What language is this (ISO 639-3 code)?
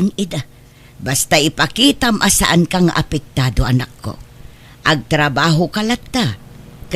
ilo